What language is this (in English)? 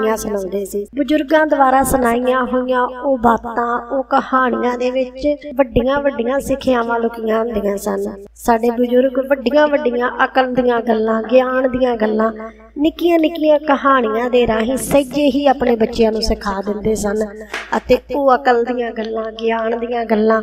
Punjabi